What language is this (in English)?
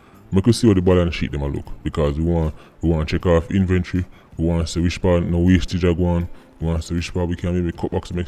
Jamaican Creole English